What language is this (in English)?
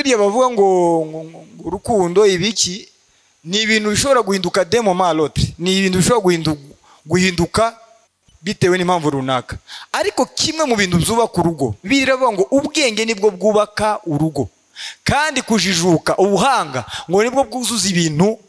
Kinyarwanda